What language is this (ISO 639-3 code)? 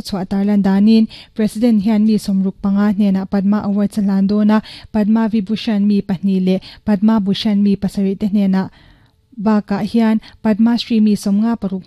lus